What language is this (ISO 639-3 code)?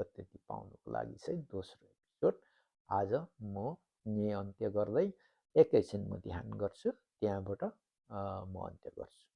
nep